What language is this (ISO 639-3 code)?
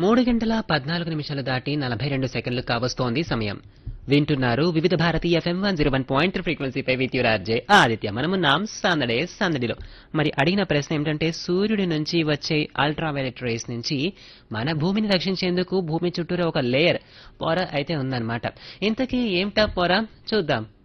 tel